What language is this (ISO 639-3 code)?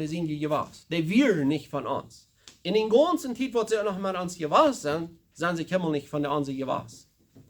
pdt